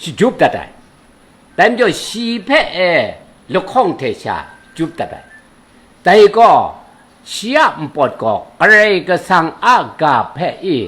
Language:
Kachin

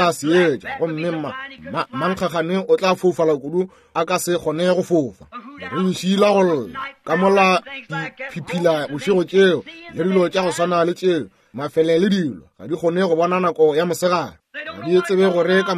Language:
Northern Sotho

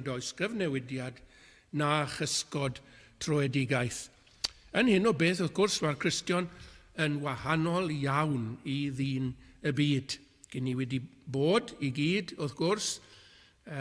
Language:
Welsh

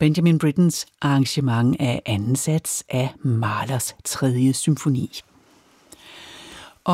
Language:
Danish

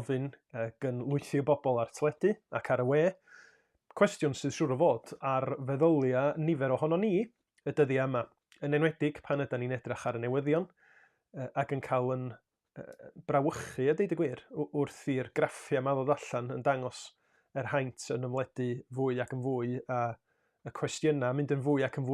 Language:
Welsh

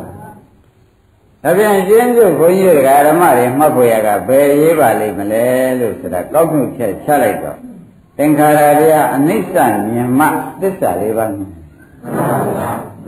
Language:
Burmese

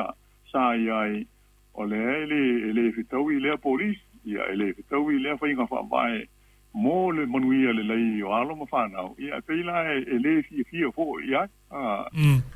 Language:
Samoan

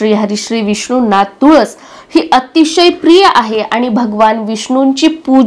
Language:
Marathi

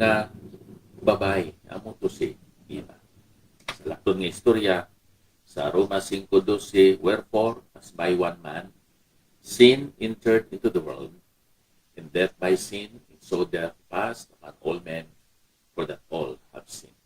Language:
Hiligaynon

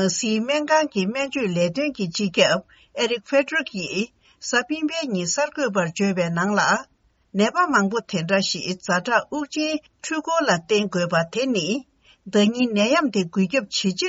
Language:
Tibetan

